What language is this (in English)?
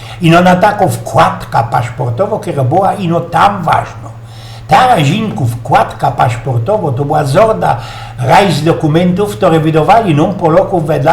Silesian